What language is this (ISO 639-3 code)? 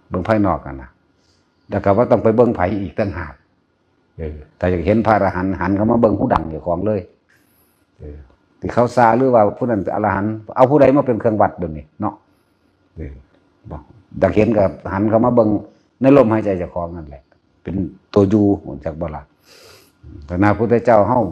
tts